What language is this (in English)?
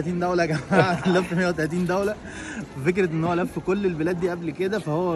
Egyptian Arabic